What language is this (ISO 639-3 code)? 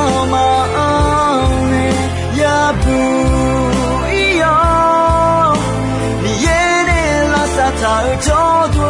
ahk